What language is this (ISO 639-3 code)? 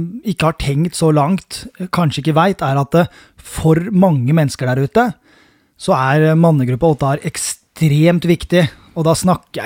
nor